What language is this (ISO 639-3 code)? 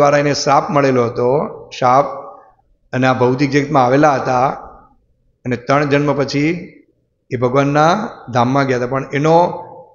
guj